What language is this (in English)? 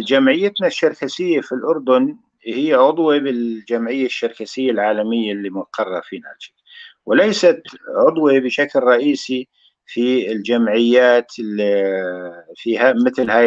North Levantine Arabic